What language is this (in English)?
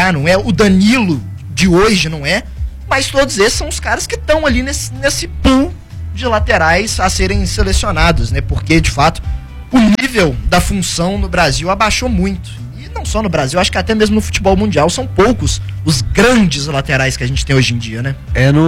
Portuguese